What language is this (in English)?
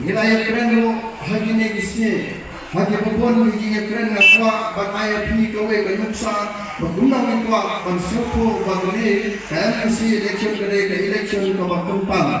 Khasi